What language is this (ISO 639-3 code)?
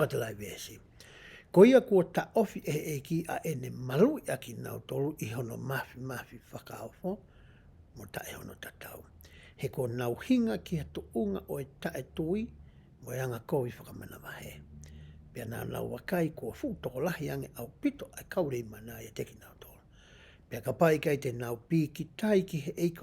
ton